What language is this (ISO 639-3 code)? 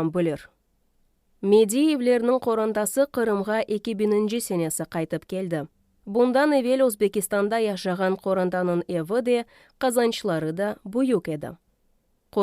crh